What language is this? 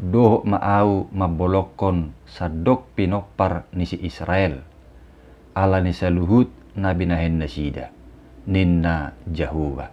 Batak Toba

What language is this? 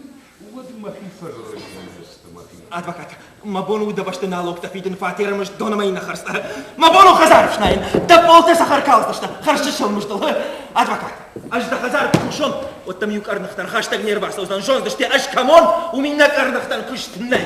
Ossetic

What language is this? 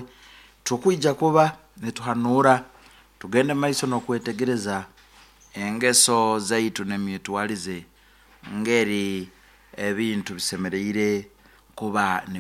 Nyankole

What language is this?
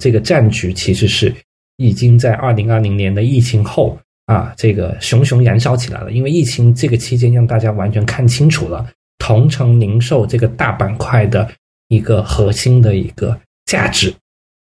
Chinese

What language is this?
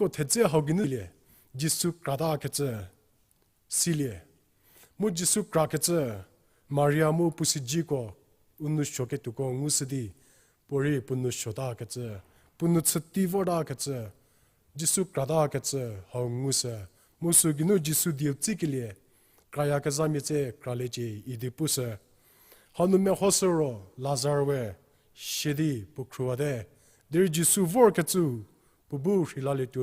Angami Naga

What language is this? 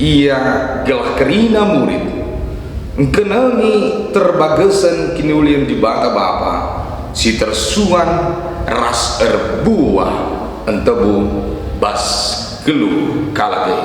Batak Karo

